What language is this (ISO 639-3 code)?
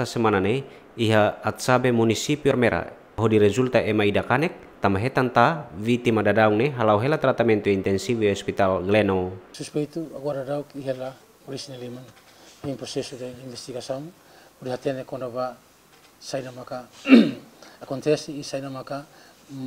tet